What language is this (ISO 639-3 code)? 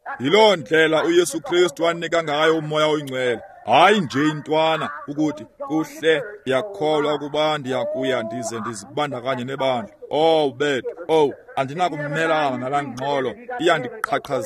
xho